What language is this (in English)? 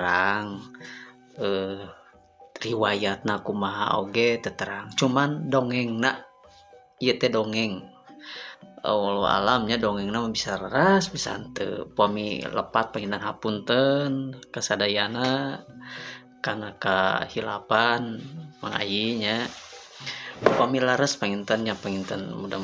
Sundanese